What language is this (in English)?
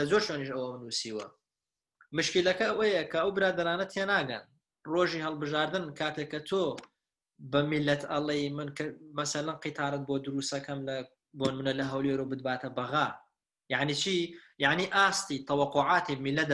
Central Kurdish